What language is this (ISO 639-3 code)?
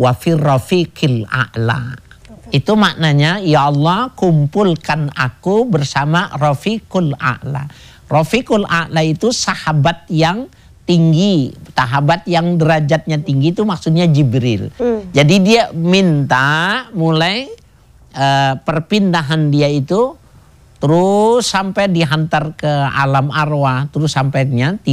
ind